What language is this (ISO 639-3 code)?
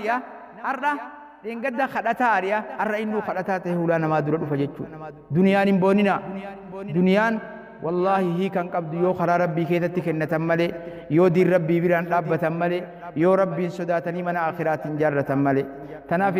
orm